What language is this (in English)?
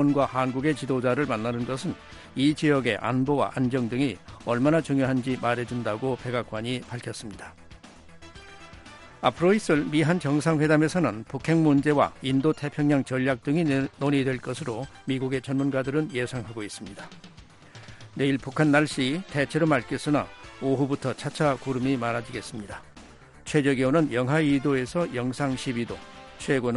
Korean